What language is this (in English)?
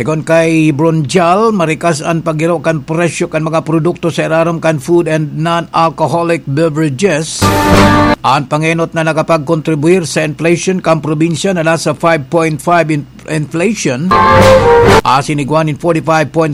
Bikol